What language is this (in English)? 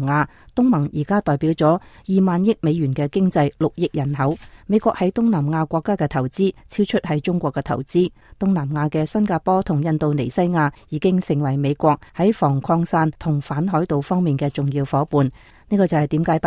Cantonese